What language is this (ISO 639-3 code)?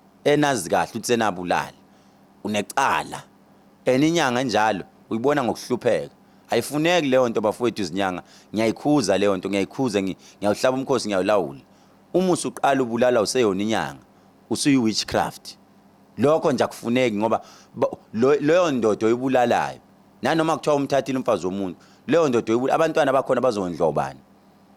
zul